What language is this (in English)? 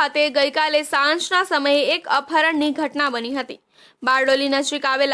Gujarati